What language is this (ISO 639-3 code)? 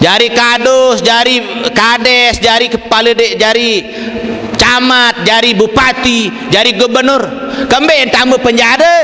sas